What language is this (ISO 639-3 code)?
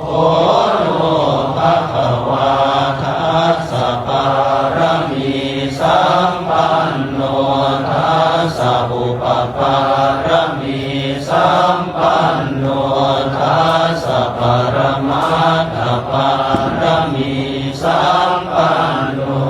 pli